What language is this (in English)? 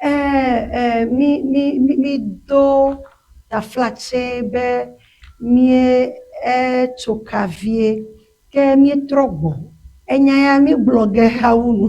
Ewe